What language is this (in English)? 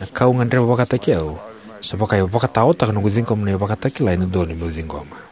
Fijian